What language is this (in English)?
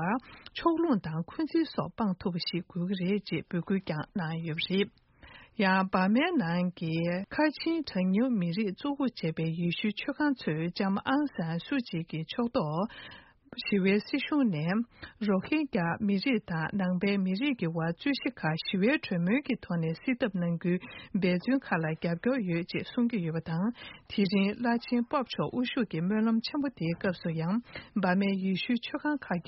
Tibetan